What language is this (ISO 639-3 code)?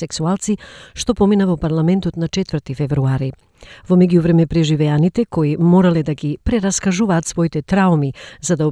mkd